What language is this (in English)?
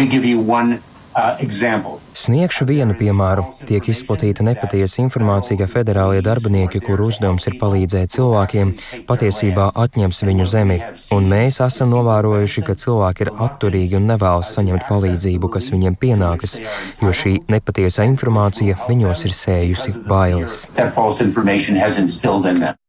Latvian